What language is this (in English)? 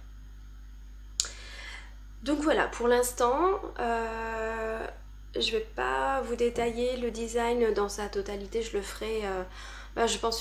French